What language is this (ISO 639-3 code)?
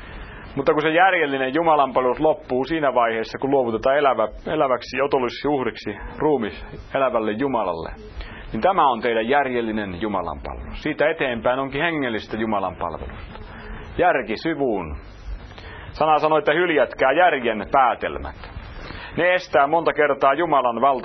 fin